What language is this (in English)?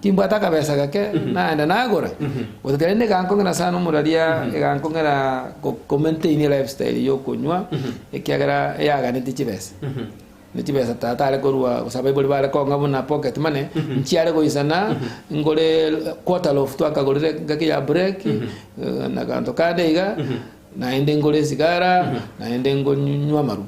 Gusii